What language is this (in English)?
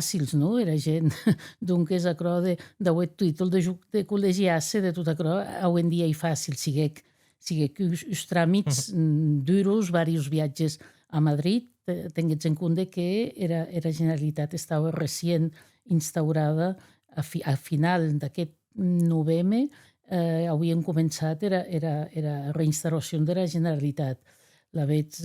Occitan